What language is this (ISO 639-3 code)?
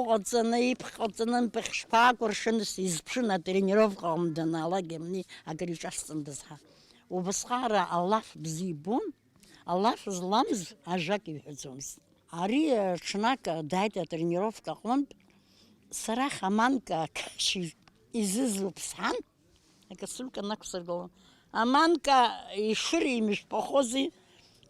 abk